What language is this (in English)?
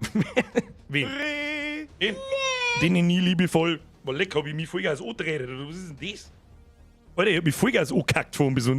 Bavarian